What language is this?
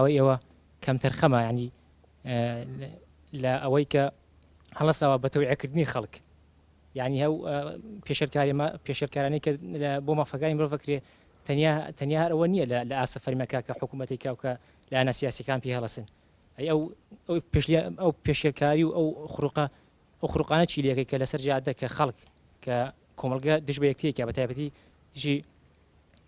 Central Kurdish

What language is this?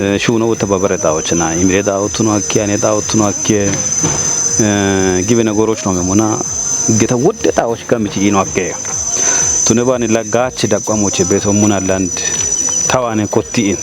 Kafa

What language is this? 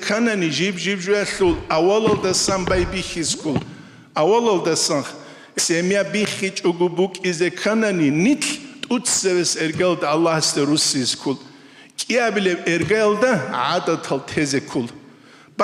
Avaric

